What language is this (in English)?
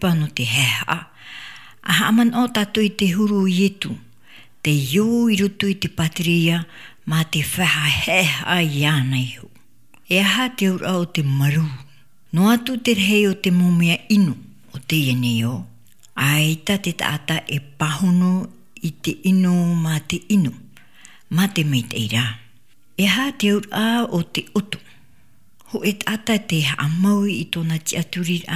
Tahitian